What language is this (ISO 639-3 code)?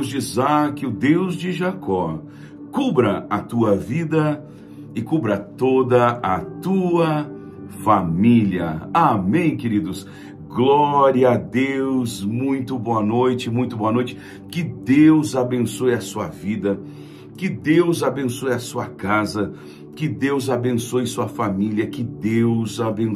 por